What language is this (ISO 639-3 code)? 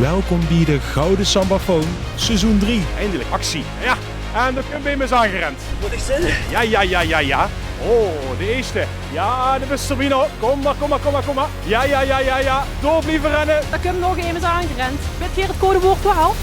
lim